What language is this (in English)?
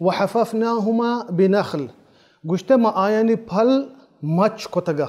Baluchi